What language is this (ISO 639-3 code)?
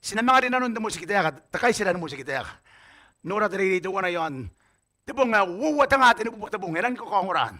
gil